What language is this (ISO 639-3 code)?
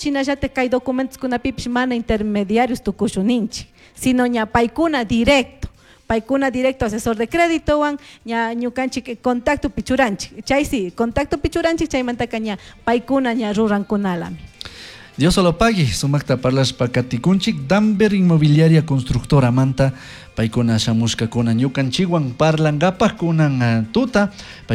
qug